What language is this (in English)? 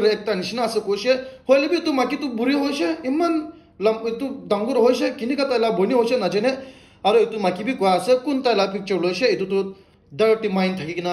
Naga Pidgin